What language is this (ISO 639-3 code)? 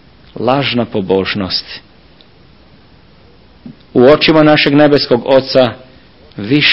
srp